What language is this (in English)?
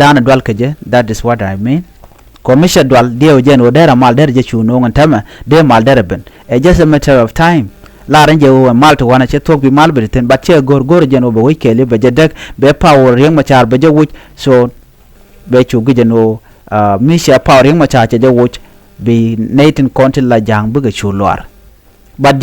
Nuer